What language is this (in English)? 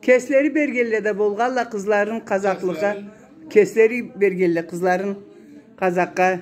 Karachay-Balkar